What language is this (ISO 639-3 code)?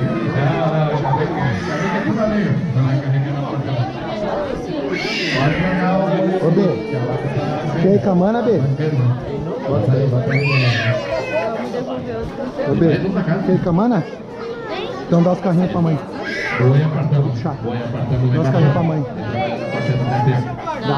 por